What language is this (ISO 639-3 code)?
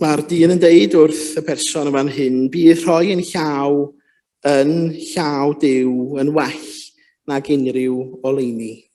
cym